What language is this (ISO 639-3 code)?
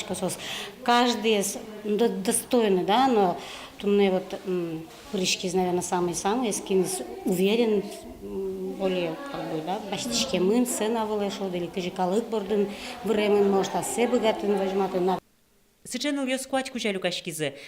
udm